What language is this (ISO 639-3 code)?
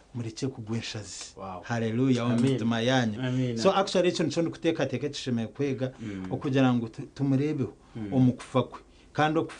nyn